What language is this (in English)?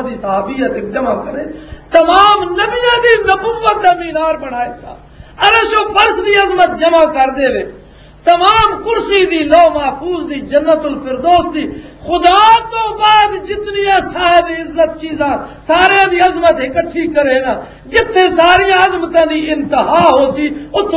Western Panjabi